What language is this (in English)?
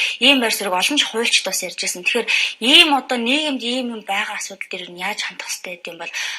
Mongolian